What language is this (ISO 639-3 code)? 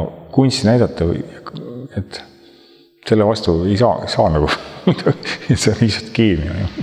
est